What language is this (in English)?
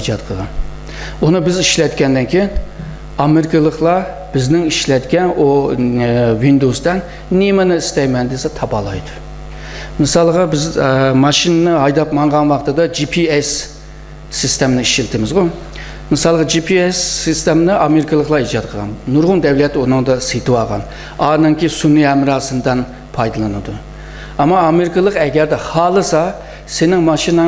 Uyghur